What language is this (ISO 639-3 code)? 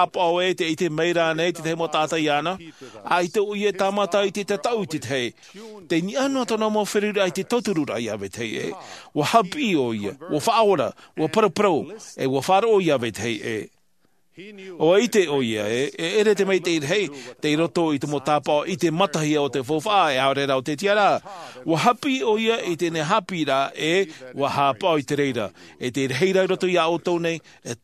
tah